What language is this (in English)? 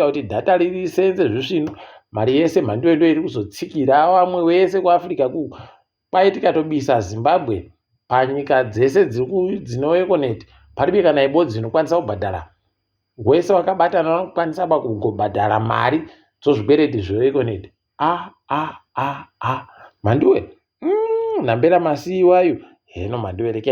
Ndau